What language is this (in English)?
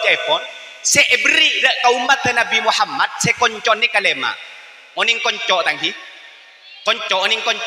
Madurese